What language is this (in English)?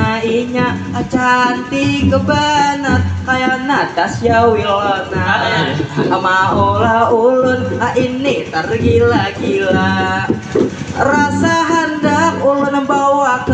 Banjar